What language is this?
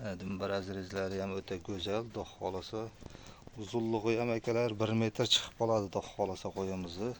Uzbek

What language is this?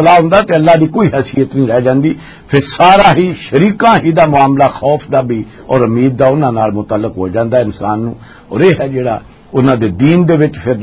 Western Panjabi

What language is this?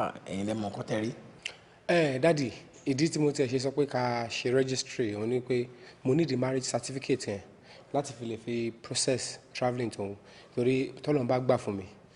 Yoruba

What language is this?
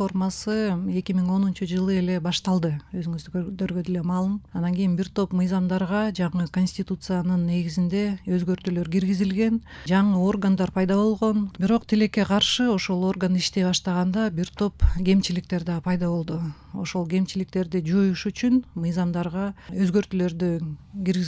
Kyrgyz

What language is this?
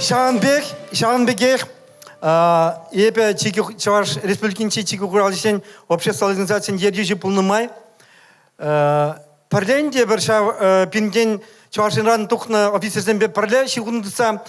Chuvash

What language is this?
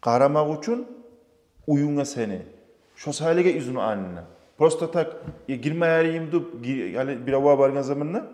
Kumyk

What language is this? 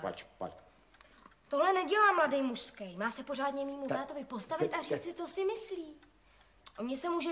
Czech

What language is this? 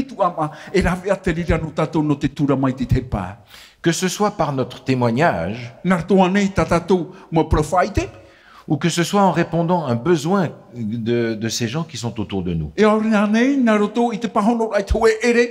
Tahitian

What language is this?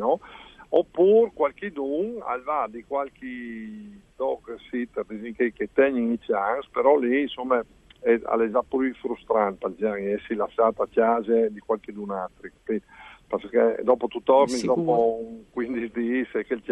Friulian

